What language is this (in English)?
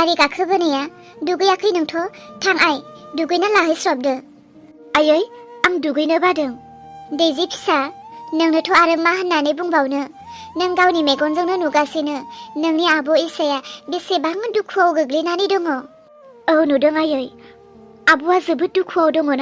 Bodo